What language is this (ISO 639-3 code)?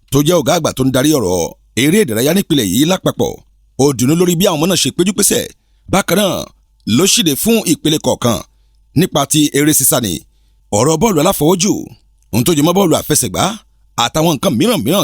yor